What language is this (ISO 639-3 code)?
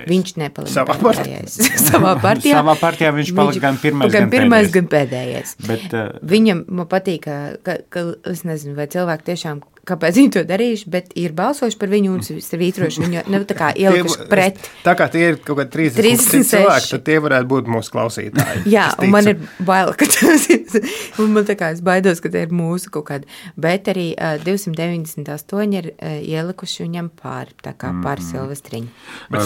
lav